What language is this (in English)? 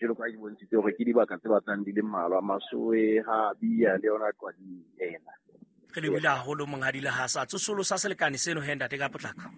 Southern Sotho